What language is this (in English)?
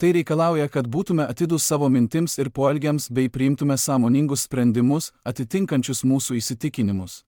Lithuanian